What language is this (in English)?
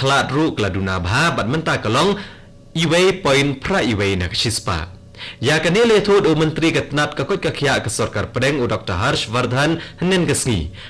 Khasi